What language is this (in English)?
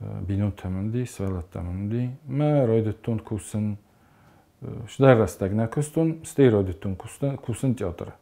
Ossetic